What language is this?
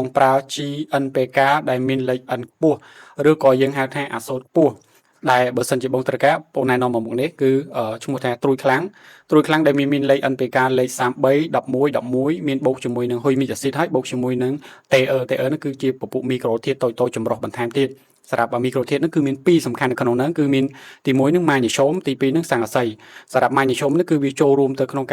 Khmer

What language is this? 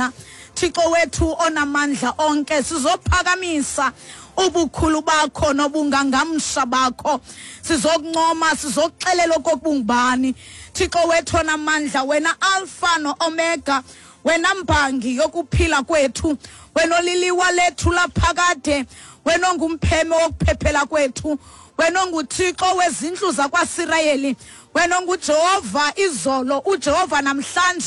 Xhosa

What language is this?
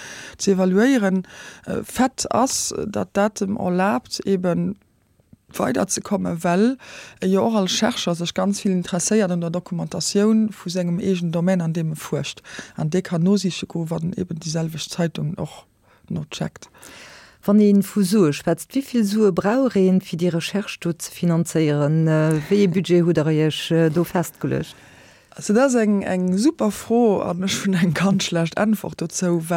Luxembourgish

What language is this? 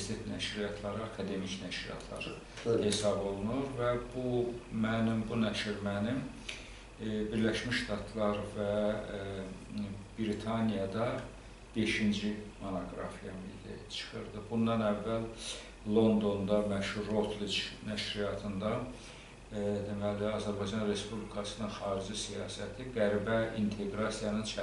Azerbaijani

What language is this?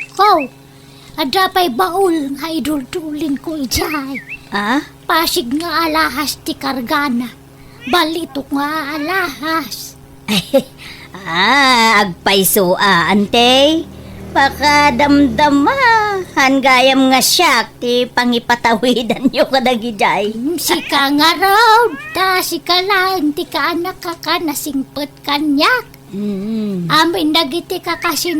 Iloko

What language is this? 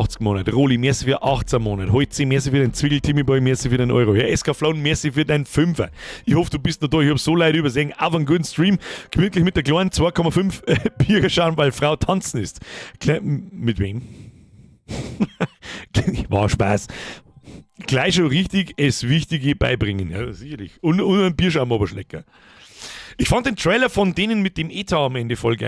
Bavarian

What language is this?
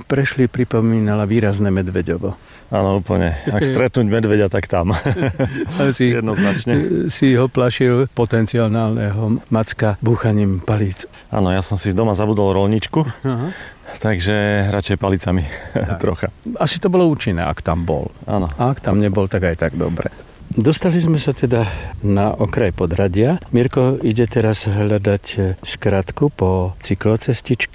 Slovak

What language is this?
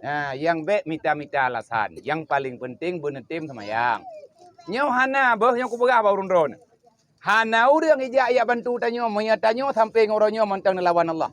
Achinese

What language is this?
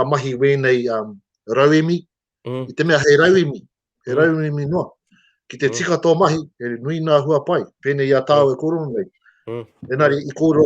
Māori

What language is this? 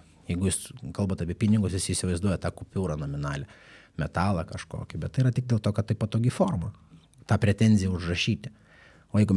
Lithuanian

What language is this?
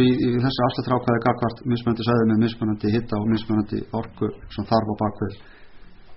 Icelandic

